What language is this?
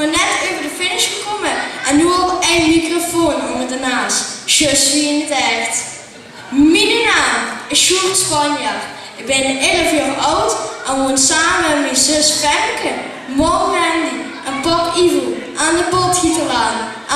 Limburgish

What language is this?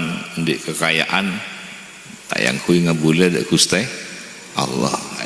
Madurese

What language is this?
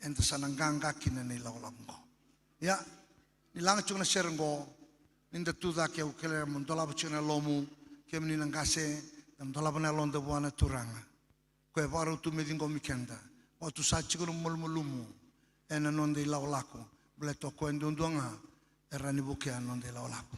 Fijian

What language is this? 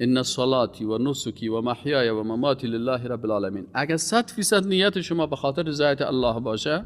Persian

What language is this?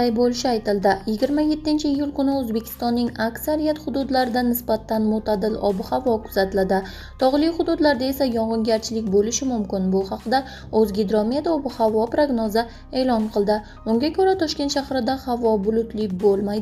Uzbek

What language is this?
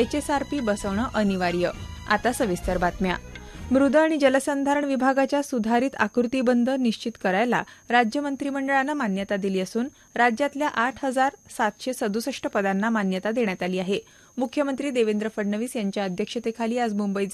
Marathi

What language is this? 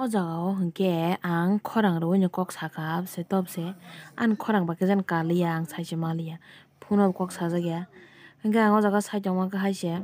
Kok Borok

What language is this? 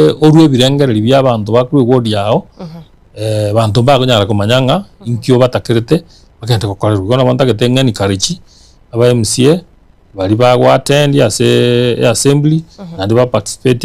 Gusii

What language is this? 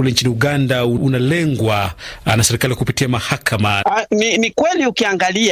Swahili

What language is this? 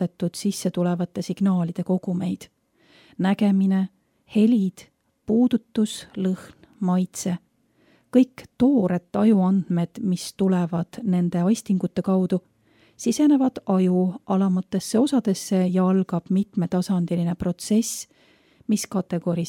Estonian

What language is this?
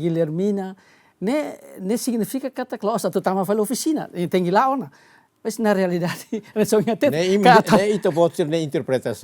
Tetum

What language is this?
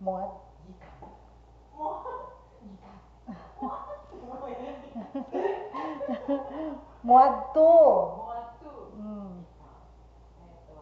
Cebuano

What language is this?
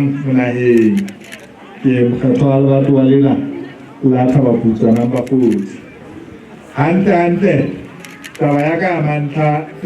Southern Sotho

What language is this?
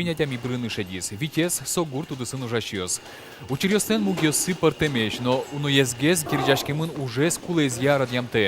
Udmurt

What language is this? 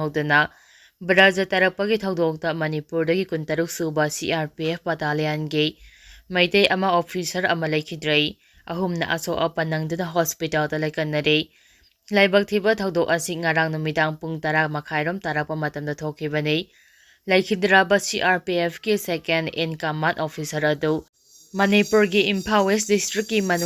Manipuri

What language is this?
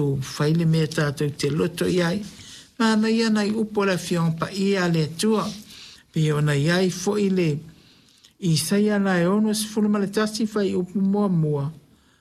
Samoan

